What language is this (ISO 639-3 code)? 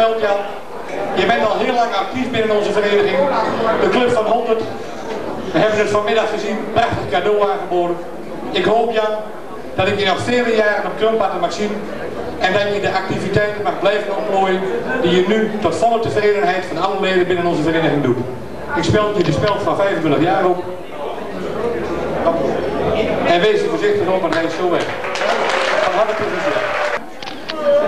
nld